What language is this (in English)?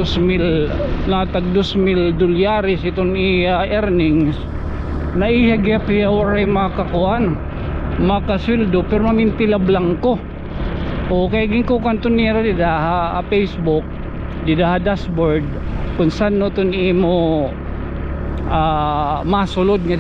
Waray